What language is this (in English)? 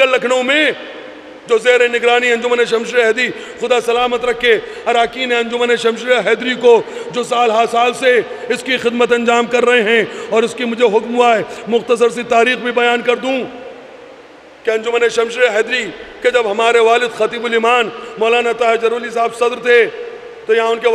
Urdu